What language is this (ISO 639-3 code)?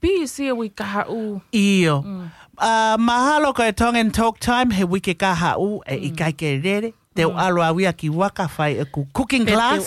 ton